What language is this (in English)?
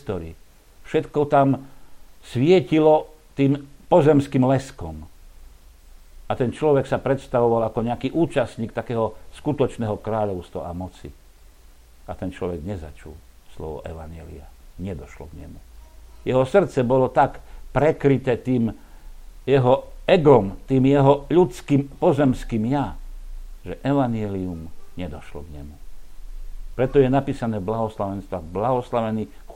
Slovak